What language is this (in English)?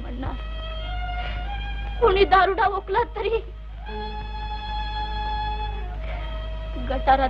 Marathi